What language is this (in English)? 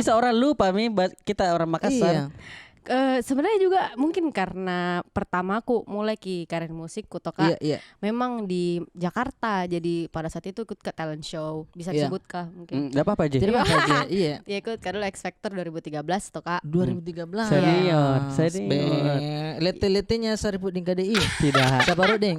Makassar Malay